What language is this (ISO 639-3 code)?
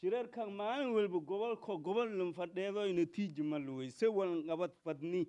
som